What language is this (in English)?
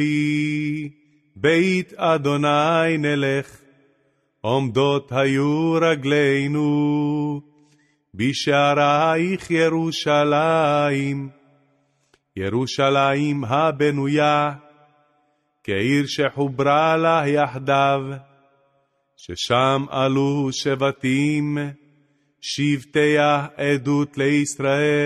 Hebrew